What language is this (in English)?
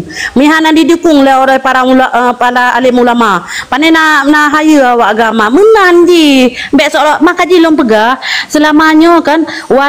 Achinese